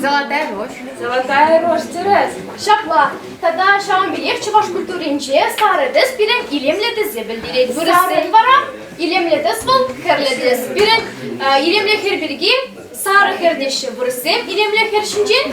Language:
Chuvash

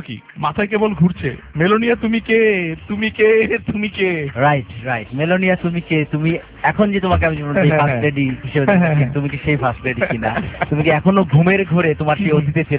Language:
Bangla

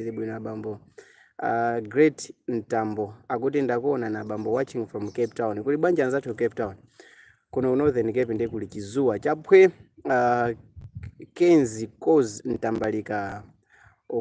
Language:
Nyanja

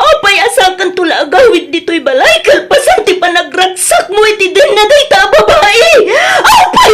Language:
Iloko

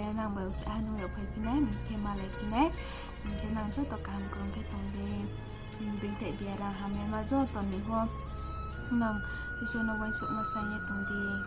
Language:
Riang (India)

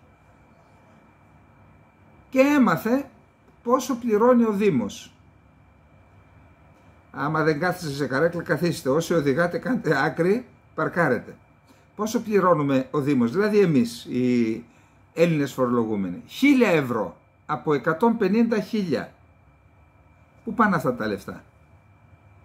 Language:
Greek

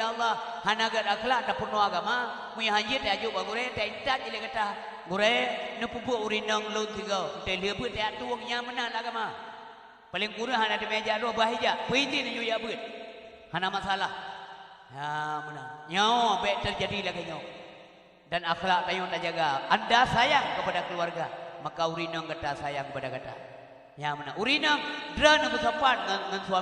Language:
Achinese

